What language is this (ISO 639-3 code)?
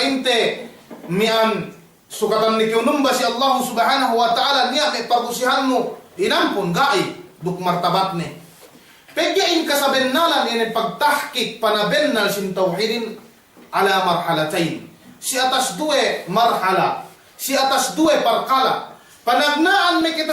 yka